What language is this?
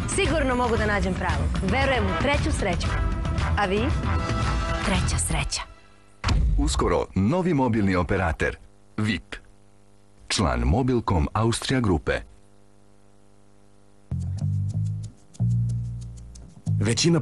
Serbian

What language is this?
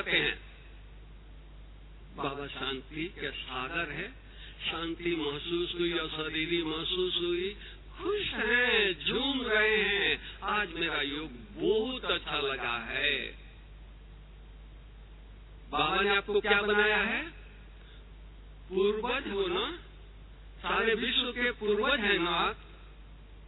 Hindi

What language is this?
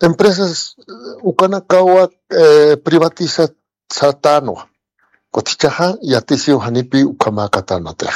Aymara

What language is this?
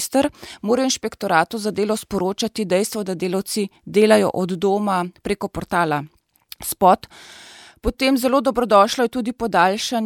Slovenian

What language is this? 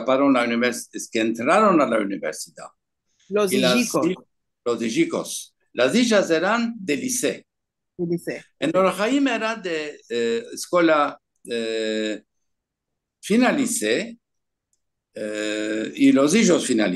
Ladino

